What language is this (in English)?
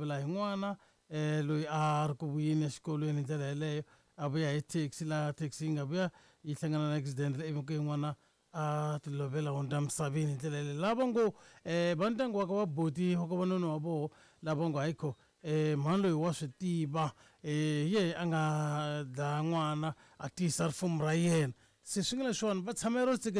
Tsonga